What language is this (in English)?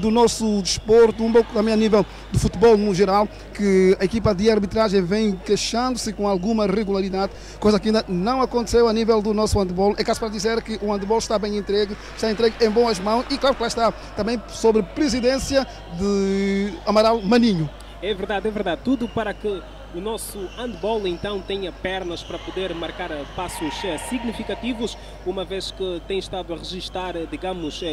Portuguese